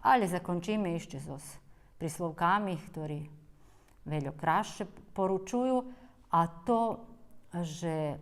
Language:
Rusyn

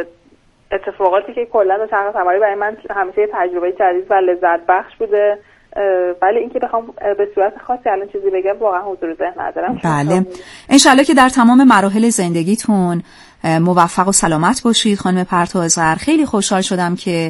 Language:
Persian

